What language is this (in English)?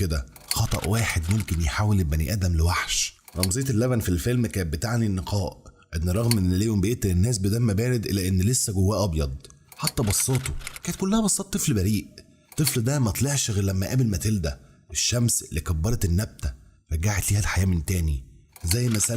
Egyptian Arabic